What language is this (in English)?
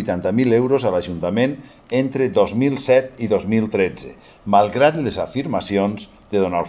Catalan